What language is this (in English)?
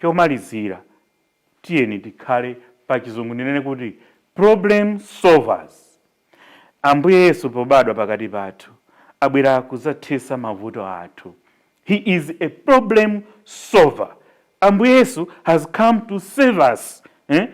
Nyanja